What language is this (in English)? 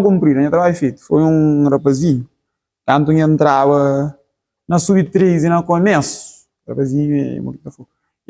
Kabuverdianu